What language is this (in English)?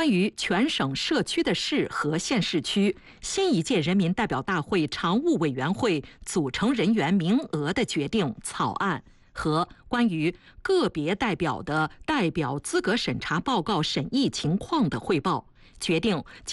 Chinese